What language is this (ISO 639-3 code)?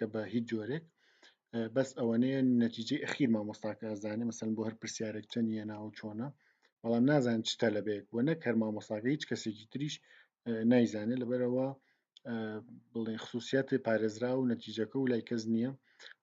ckb